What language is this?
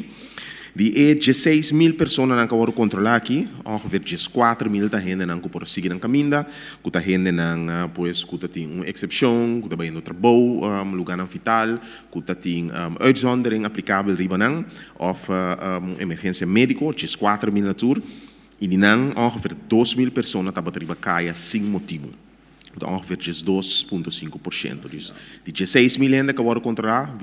Papiamento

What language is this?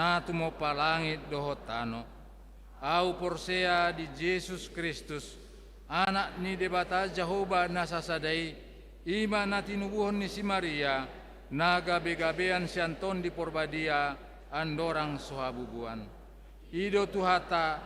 Batak Toba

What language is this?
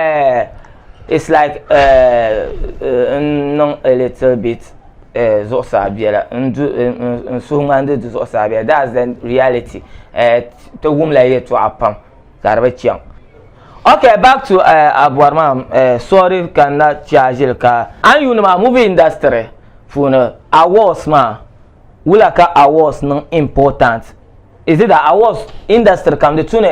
Dagbani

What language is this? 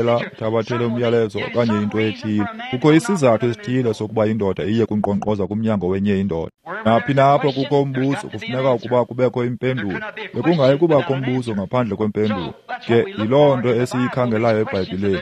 Xhosa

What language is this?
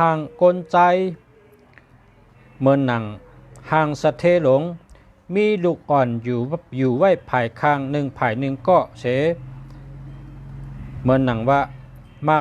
Shan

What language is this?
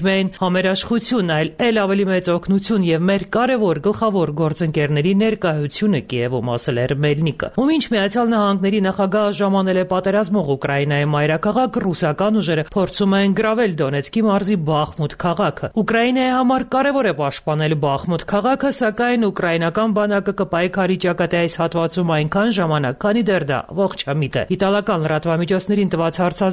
Armenian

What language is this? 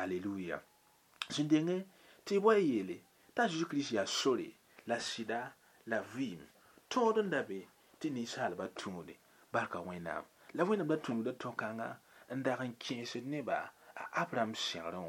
Mossi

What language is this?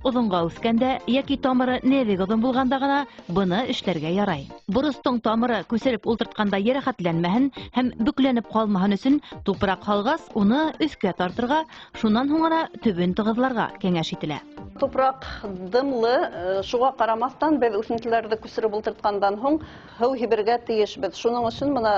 Bashkir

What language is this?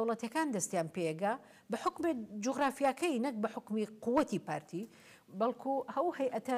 Central Kurdish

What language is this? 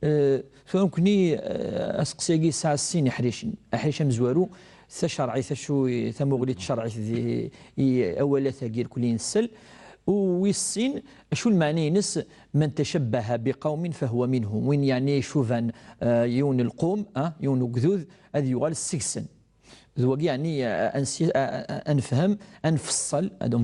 Kabyle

